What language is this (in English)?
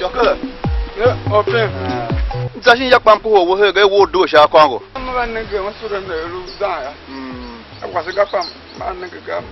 Tiv